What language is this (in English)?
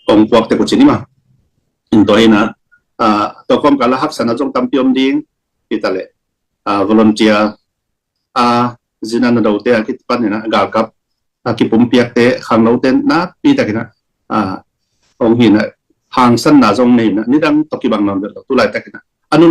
Tedim Chin